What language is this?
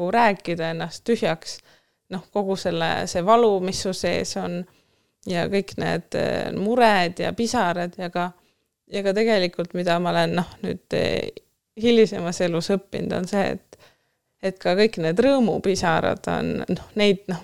Estonian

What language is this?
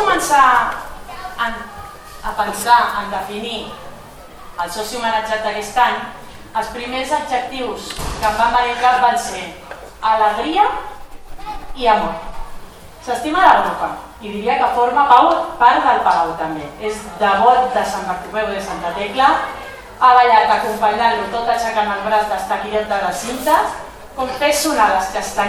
Catalan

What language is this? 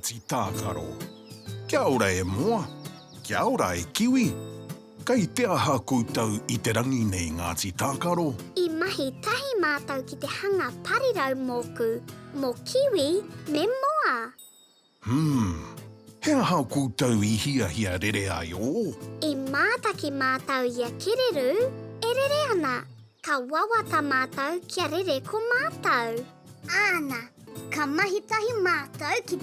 Māori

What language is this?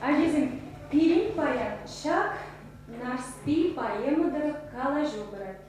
Chuvash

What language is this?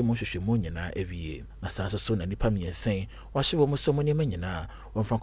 Akan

